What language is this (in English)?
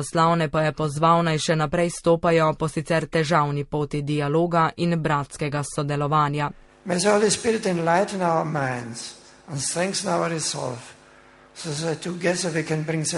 Slovenian